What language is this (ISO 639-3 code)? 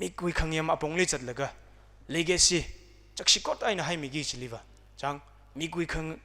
nmf